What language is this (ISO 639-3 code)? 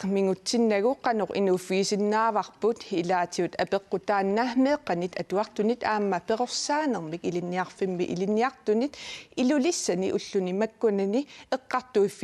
kal